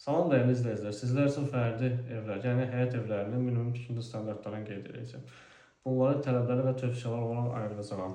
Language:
Azerbaijani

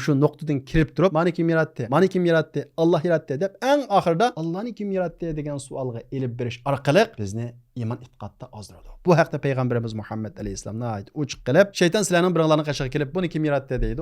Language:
Uyghur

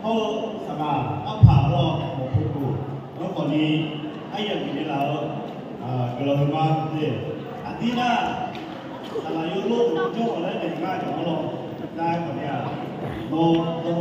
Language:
Akha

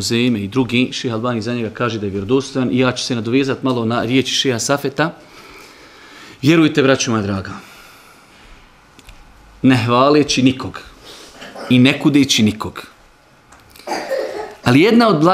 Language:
Bosnian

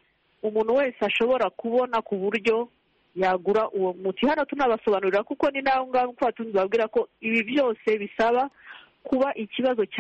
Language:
Kinyarwanda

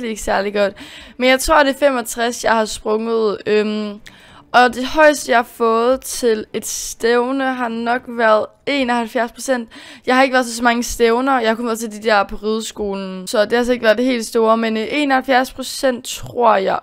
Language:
Danish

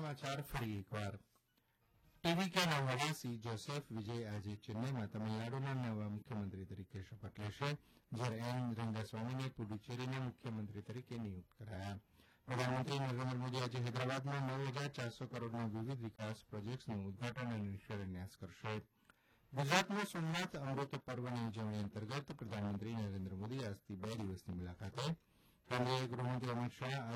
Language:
Gujarati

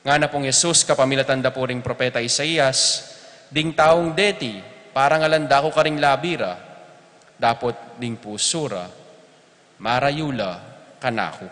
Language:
Pampanga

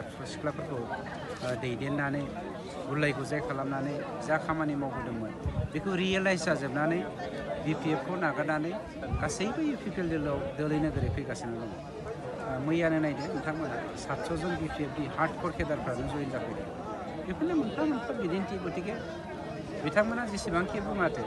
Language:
Bodo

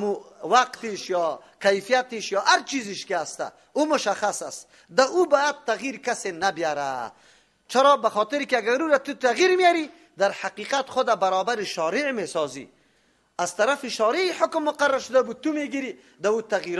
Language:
Persian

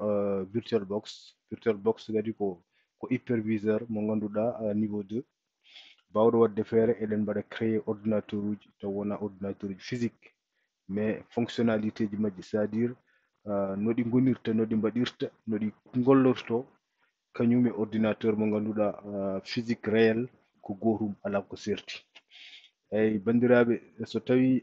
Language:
Fula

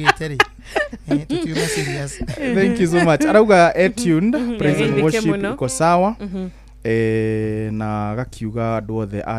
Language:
Kikuyu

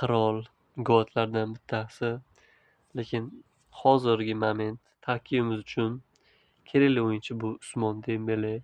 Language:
Uzbek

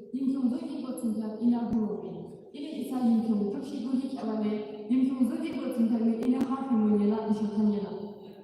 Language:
Yimchungru Naga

